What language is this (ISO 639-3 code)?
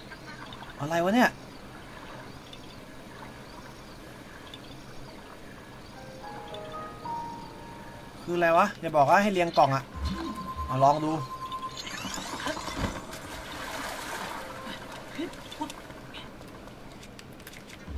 tha